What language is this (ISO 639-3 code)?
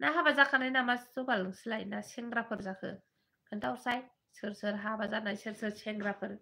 brx